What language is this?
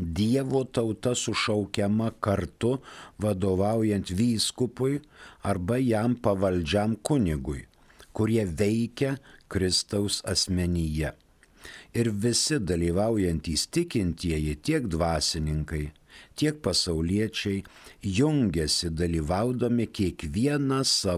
Lithuanian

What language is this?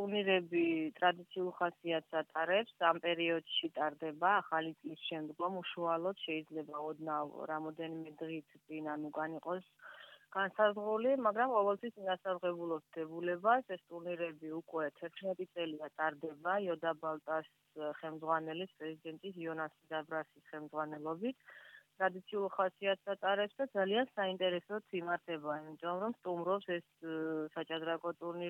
Georgian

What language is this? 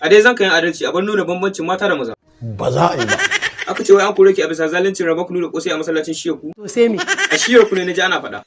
Hausa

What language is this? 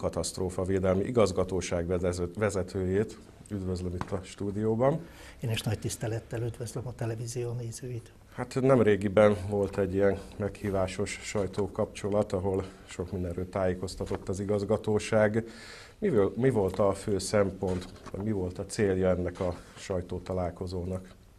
Hungarian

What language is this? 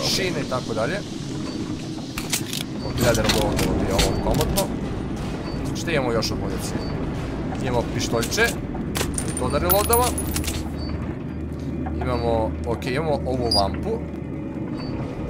Serbian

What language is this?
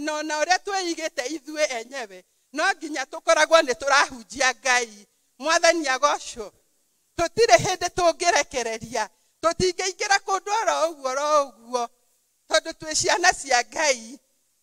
Kikuyu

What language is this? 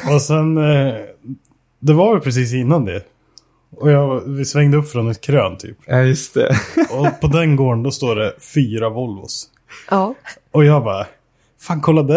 Swedish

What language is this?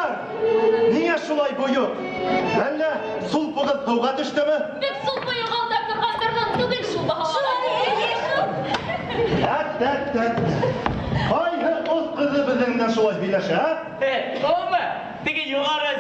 Bashkir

